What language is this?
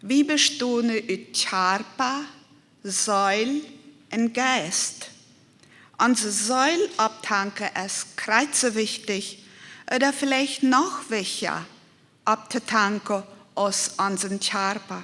Plautdietsch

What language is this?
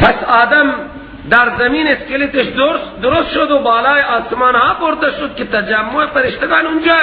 Persian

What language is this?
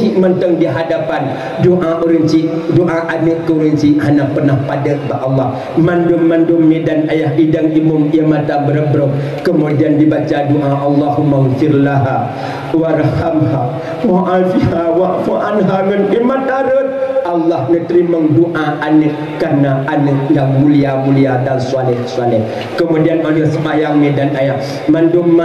Achinese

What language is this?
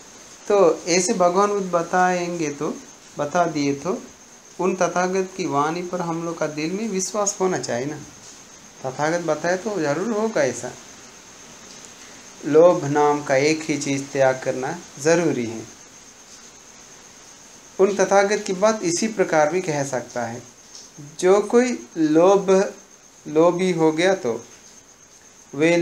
Hindi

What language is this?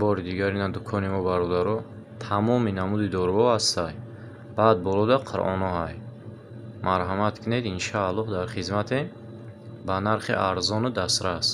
Tajik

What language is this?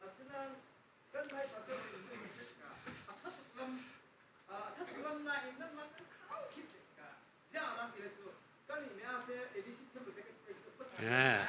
Falam Chin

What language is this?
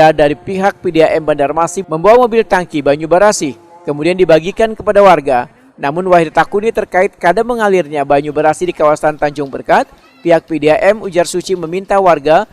Banjar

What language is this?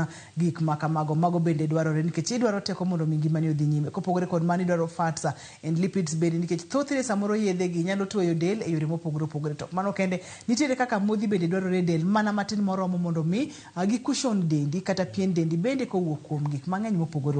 Luo (Kenya and Tanzania)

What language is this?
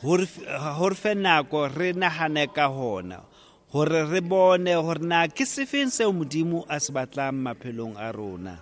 Southern Sotho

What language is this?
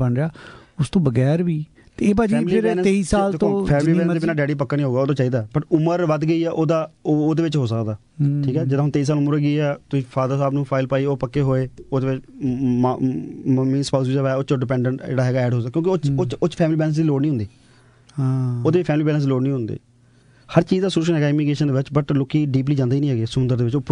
Punjabi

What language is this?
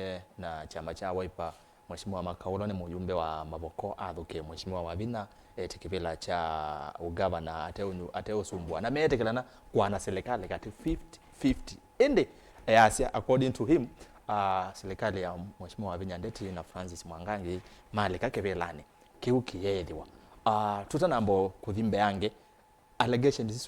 Kamba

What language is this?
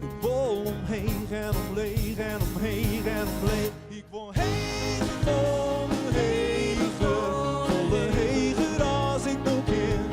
Western Frisian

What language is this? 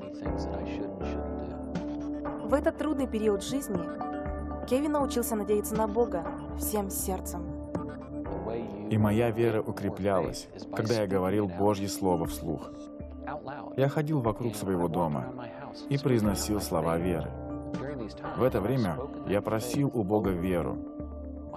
Russian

